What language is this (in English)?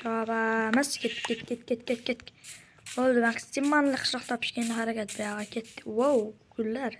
Uzbek